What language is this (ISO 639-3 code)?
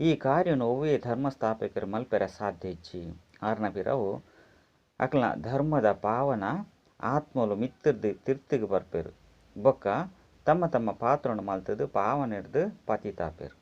tcy